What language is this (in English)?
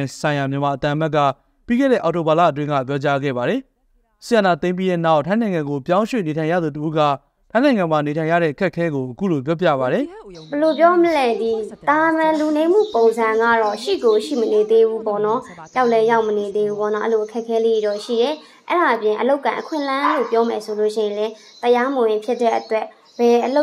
Burmese